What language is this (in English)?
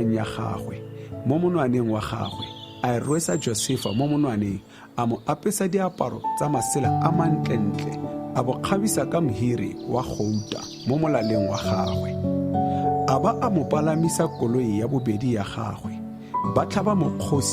Tswana